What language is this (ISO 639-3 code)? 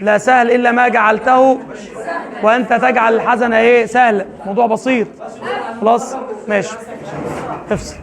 arz